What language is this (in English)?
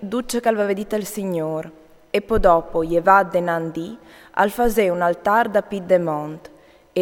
Friulian